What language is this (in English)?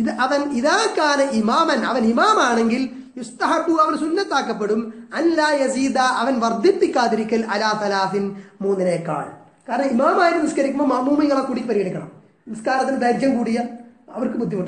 Malayalam